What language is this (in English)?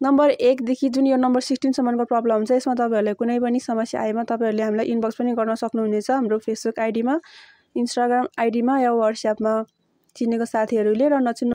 Nepali